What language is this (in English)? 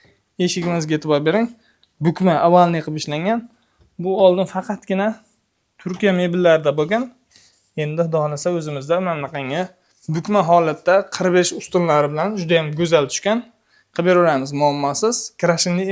Uzbek